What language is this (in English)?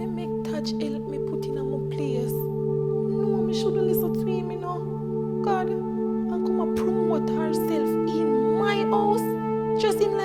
Jamaican Creole English